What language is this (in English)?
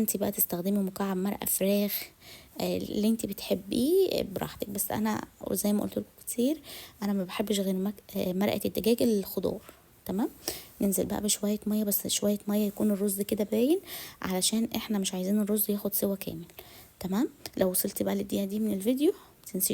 Egyptian Arabic